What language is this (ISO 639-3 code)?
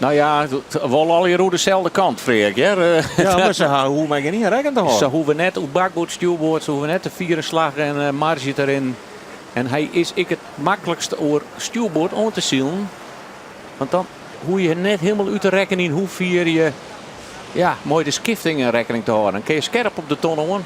fry